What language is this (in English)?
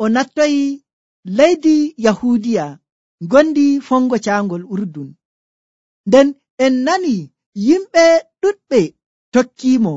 Nigerian Fulfulde